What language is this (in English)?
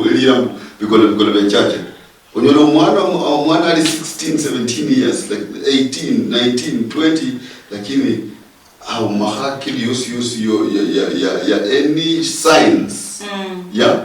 Luyia